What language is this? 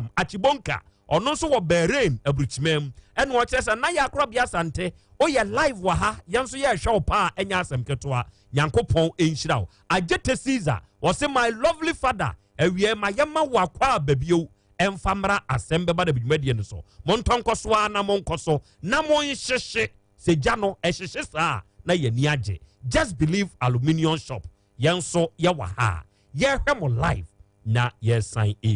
Akan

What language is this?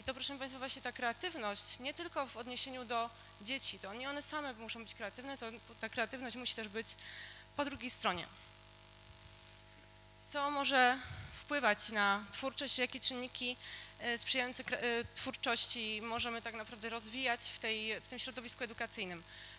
Polish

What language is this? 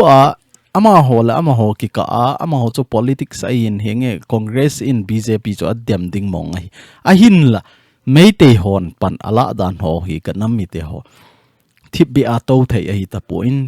Thado Chin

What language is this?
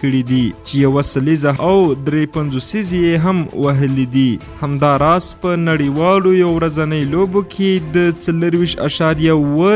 Pashto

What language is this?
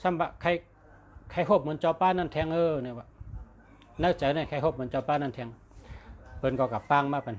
Shan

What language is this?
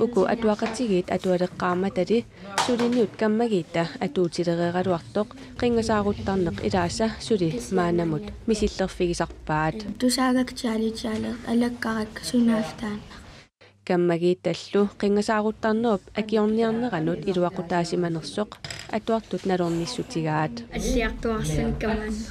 Kalaallisut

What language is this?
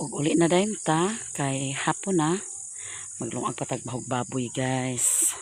Cebuano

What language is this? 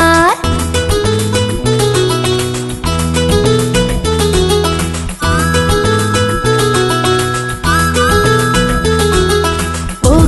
Tamil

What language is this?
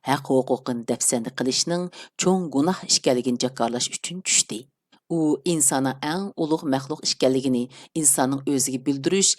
Uyghur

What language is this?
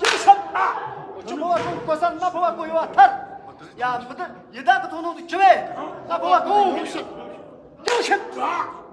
Tibetan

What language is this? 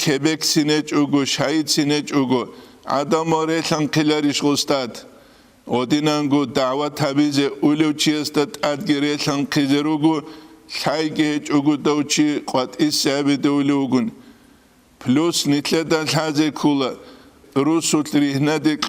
Avaric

